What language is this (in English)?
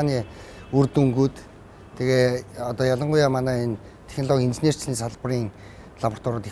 Mongolian